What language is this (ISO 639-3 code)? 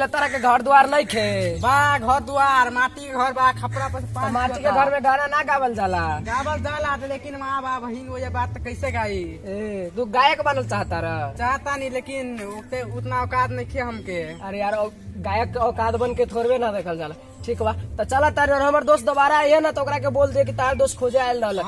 mai